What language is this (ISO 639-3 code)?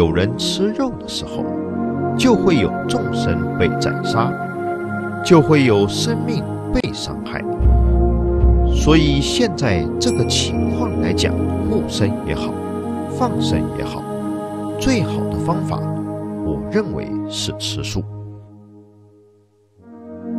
zho